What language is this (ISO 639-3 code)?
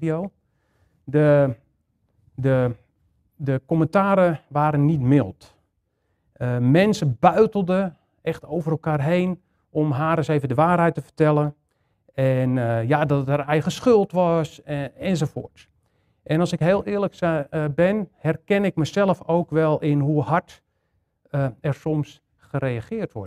nld